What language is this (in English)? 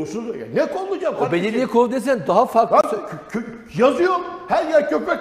Turkish